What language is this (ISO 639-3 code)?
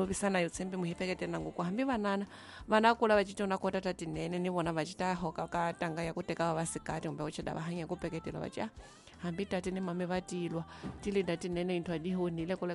tso